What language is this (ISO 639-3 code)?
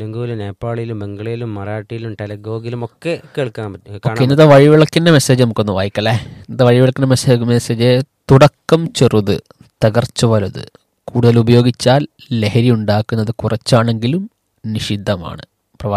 mal